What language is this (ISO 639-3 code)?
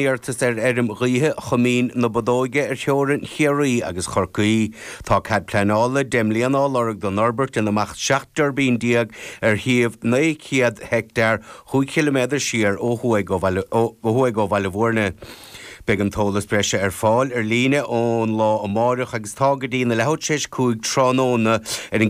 gle